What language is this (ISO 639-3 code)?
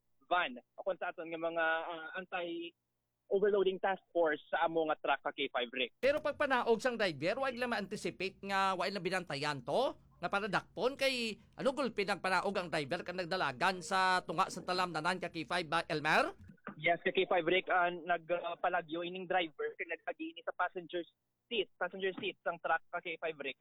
hil